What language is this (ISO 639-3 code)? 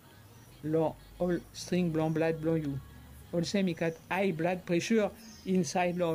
bis